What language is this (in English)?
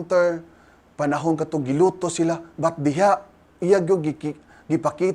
Cebuano